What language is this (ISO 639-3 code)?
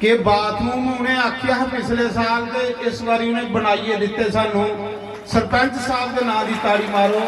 doi